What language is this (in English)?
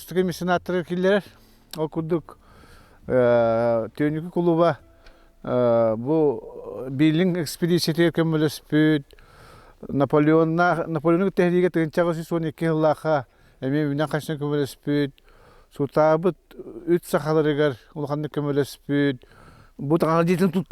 Yakut